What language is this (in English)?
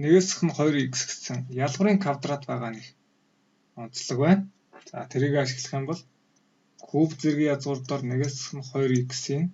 Mongolian